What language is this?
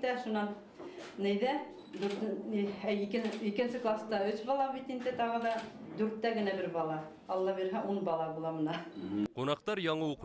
Bashkir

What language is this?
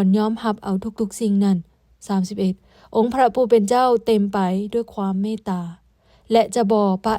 Lao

